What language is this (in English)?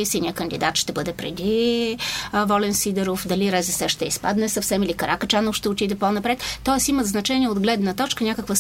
Bulgarian